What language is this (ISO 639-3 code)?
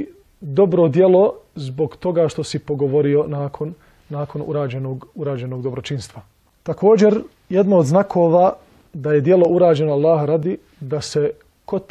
bos